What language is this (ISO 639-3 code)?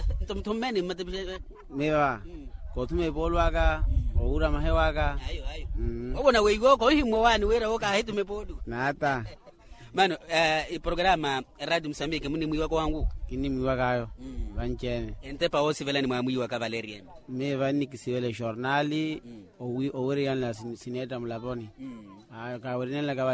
vmw